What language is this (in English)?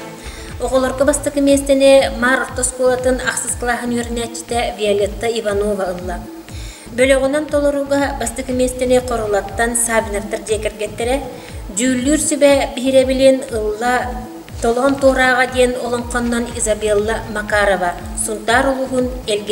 Yakut